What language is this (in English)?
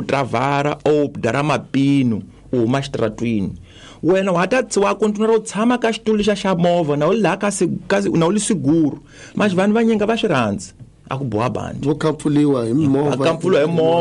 Tsonga